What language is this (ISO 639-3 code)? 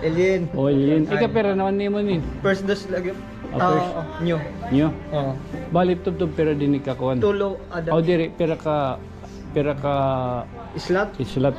war